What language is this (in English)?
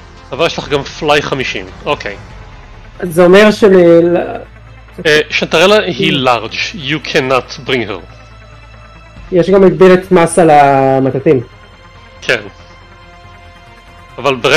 Hebrew